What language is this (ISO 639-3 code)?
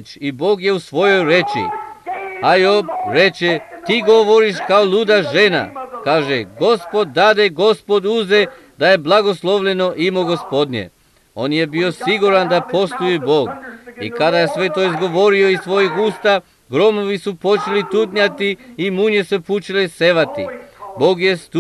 srp